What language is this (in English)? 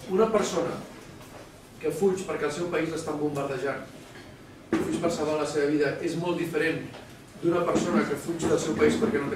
Catalan